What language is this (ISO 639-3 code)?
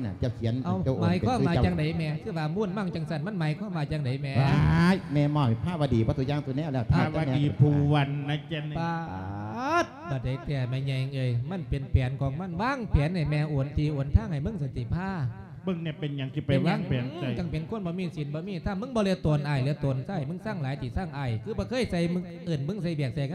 lao